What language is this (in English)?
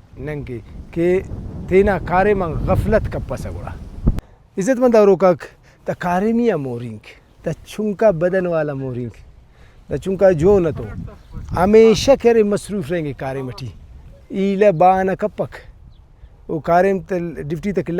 Brahui